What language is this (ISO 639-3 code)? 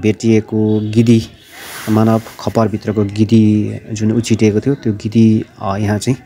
nep